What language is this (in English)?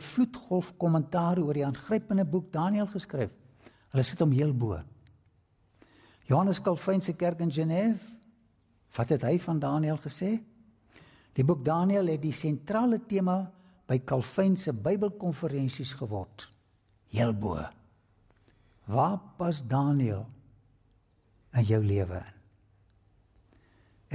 Afrikaans